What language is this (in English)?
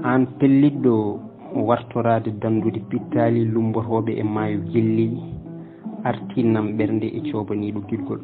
Fula